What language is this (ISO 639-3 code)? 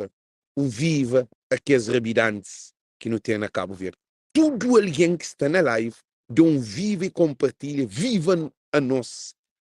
kea